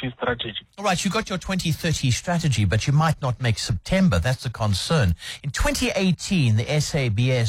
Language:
English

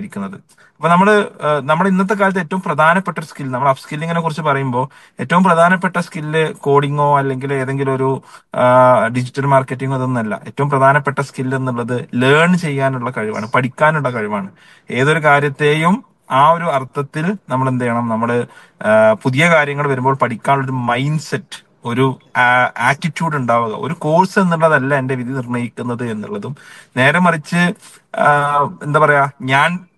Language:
Malayalam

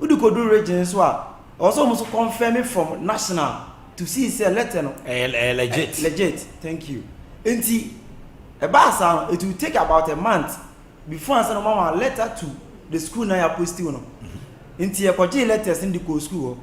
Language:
Akan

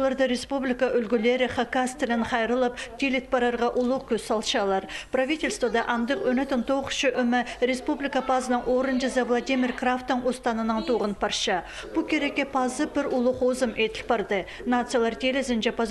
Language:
Khakas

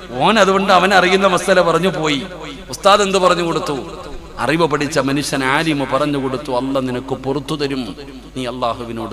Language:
Malayalam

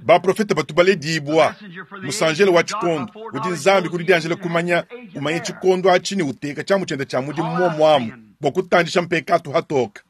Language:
Luba-Lulua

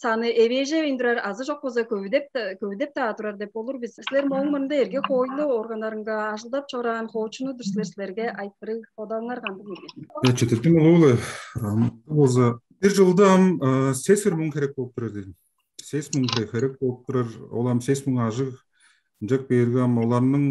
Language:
Tuvinian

